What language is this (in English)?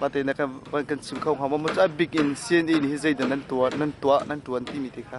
Hakha Chin